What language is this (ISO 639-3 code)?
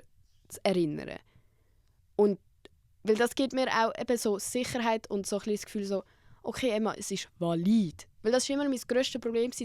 gsw